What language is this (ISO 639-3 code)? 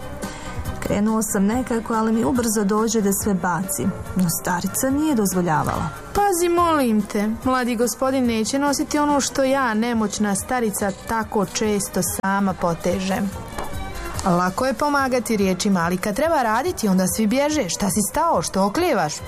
bos